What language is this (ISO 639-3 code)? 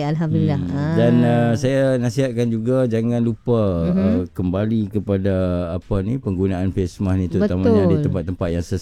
msa